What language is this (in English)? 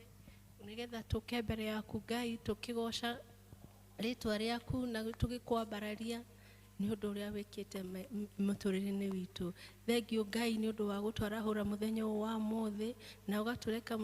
Kikuyu